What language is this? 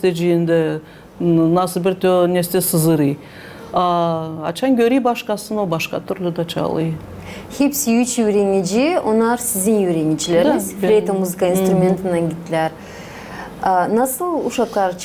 Gagauz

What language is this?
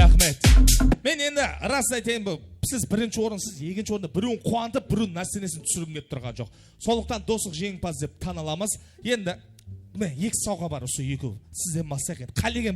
Kara-Kalpak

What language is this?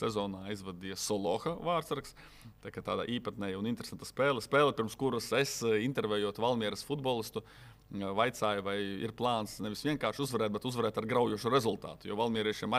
Latvian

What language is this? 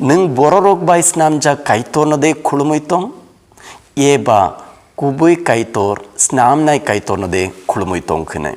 Kok Borok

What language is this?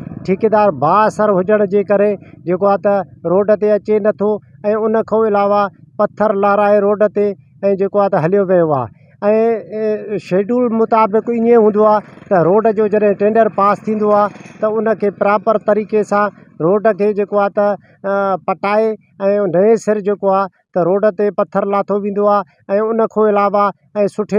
Sindhi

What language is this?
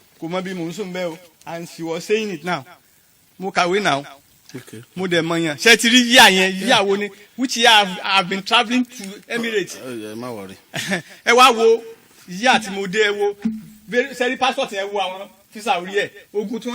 Yoruba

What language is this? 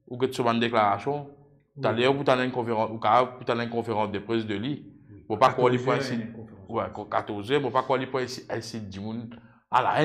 Morisyen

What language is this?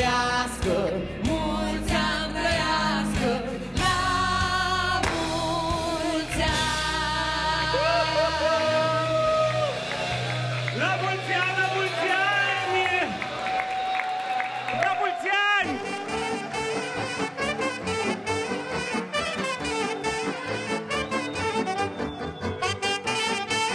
Romanian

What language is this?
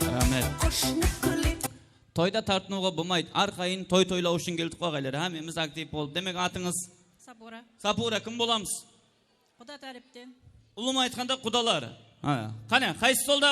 Kara-Kalpak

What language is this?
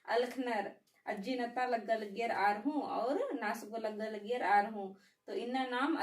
Kurukh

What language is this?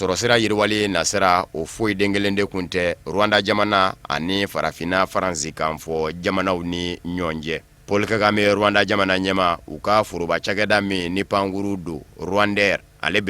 Bambara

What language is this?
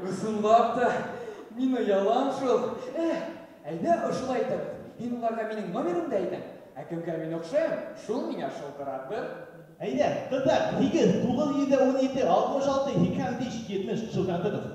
Bashkir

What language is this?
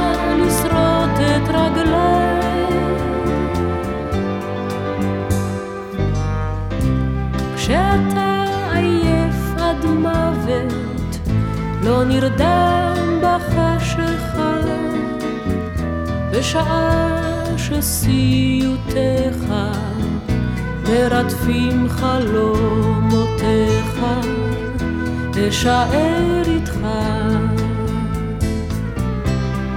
Hebrew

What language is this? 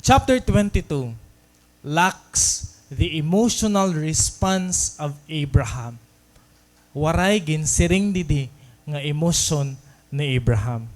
Waray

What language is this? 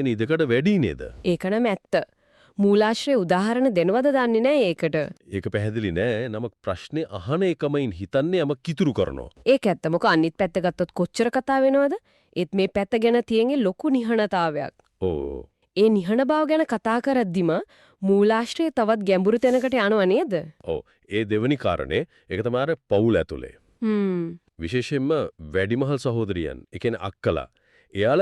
Sinhala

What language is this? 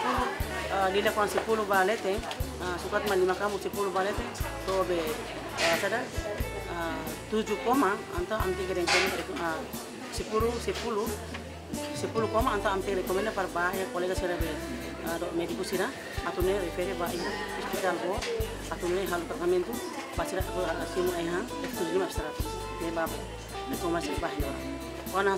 Tetum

